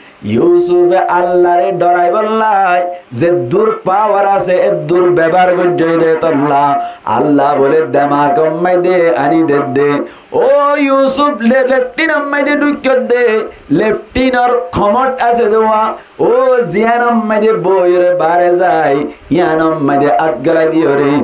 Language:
Rohingya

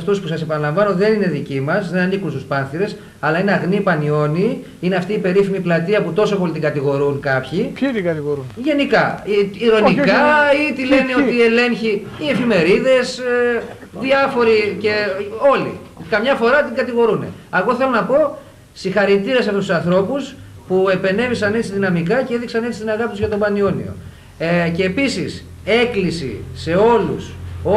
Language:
Greek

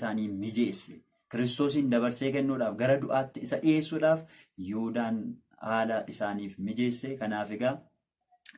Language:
Oromo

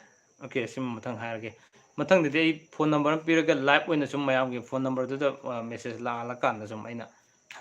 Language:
Manipuri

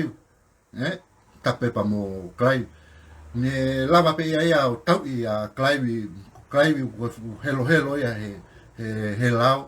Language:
Tongan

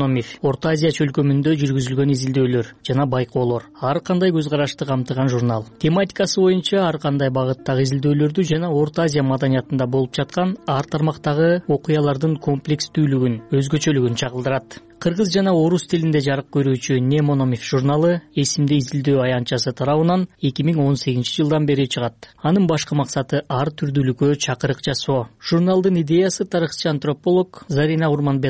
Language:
Kyrgyz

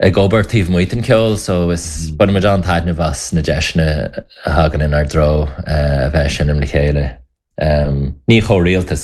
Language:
Irish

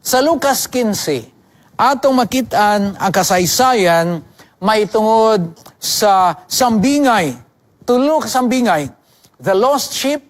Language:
Cebuano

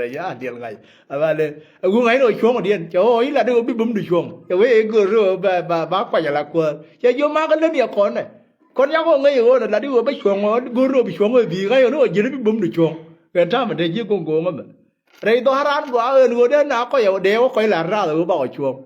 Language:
Nuer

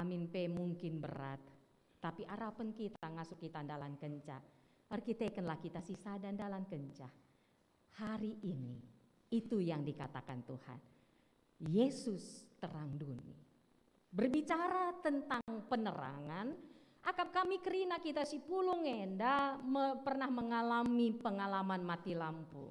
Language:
Batak Karo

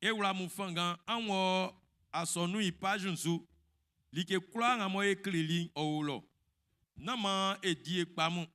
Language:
Baoulé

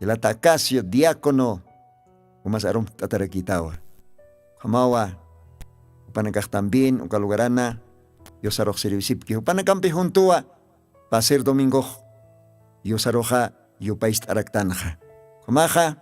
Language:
Aymara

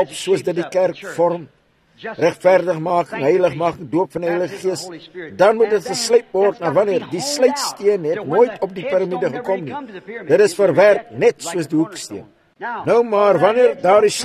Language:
Afrikaans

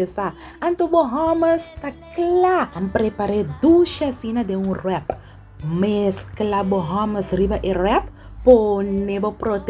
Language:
Papiamento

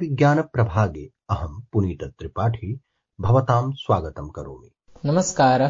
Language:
Sanskrit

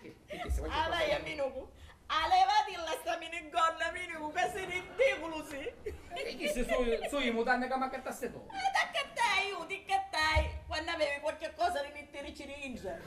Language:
Sicilian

